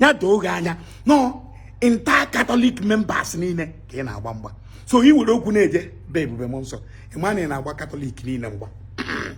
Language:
Igbo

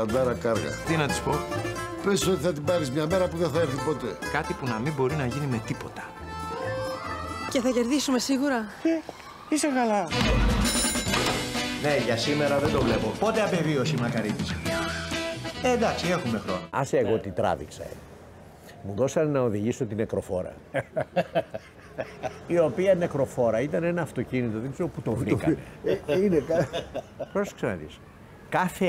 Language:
Greek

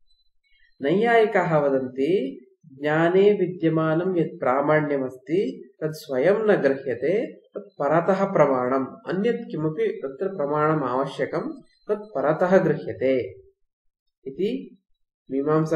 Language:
Sanskrit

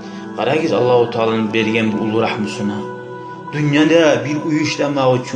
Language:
Kumyk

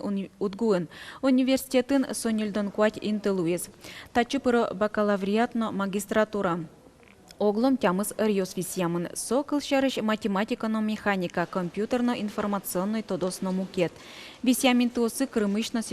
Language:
Udmurt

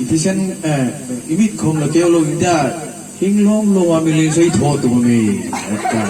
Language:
Hmar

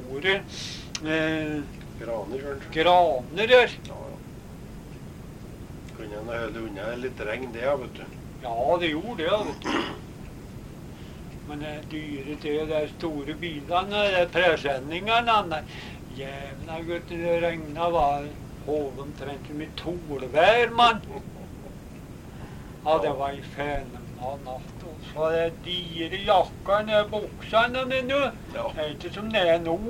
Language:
Norwegian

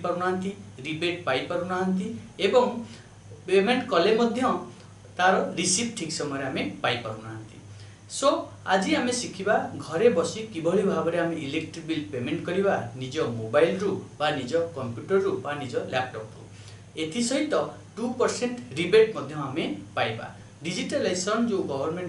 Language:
Odia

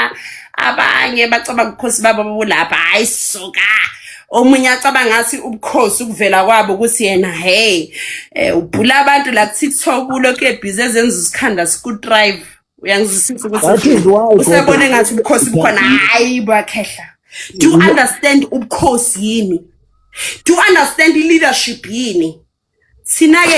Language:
Zulu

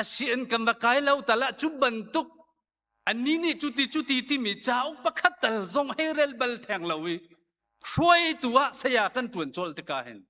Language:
Hakha Chin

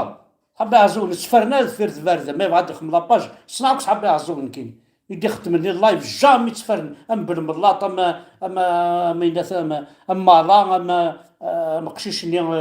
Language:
Kabyle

